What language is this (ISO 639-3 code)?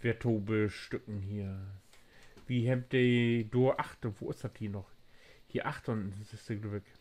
nds